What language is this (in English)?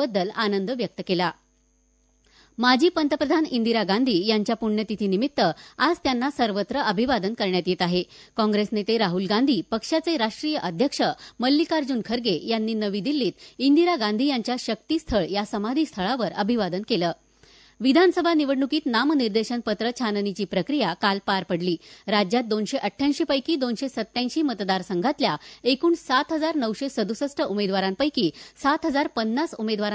Marathi